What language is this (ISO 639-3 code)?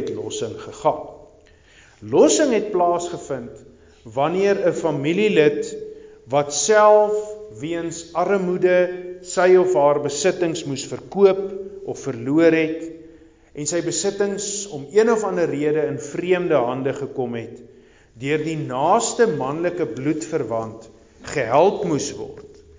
afr